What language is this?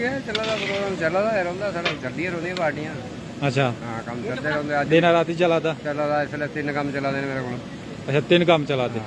Dogri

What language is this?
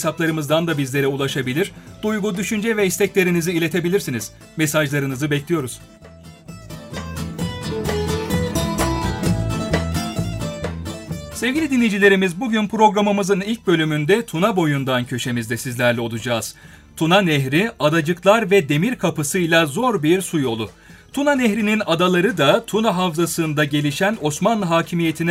Turkish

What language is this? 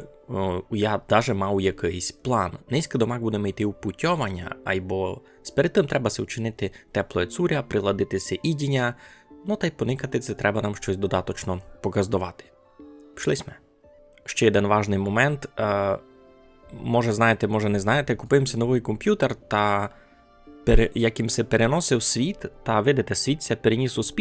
Rusyn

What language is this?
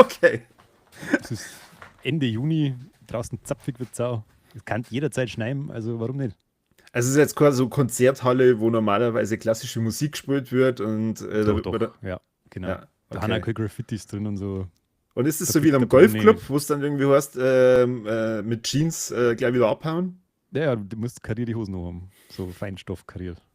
Bavarian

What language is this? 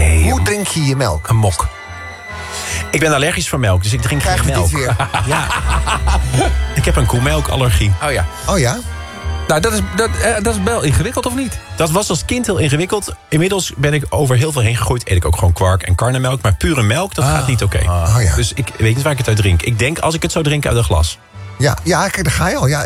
Dutch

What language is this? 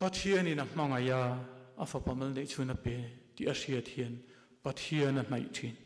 Mizo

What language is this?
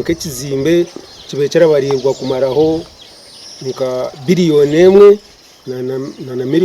Nyankole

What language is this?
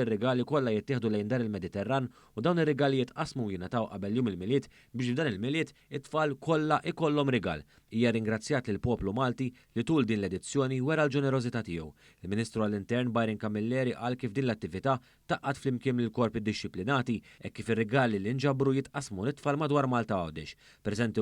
Maltese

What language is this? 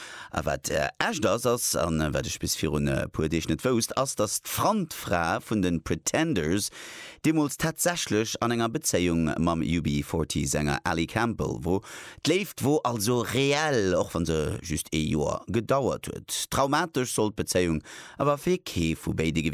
Luxembourgish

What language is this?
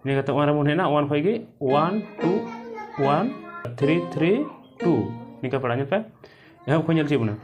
Santali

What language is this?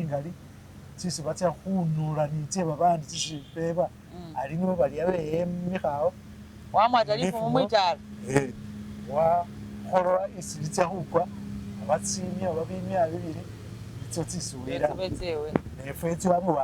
Masaaba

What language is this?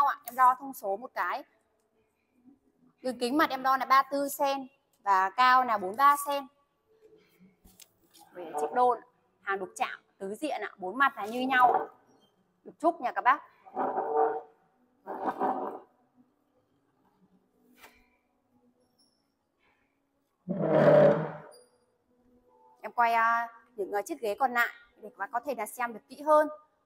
Vietnamese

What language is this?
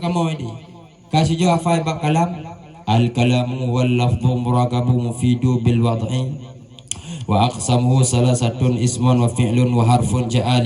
Achinese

